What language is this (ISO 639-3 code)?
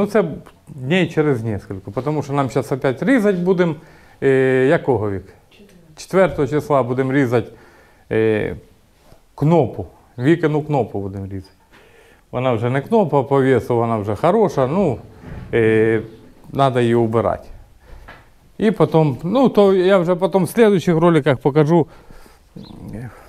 ukr